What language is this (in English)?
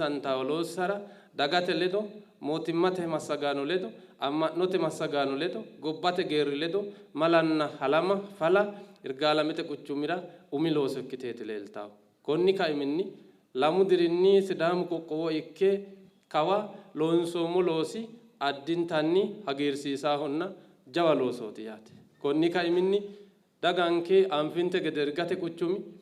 Sidamo